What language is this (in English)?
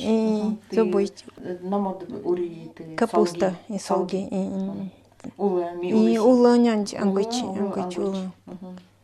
Nanai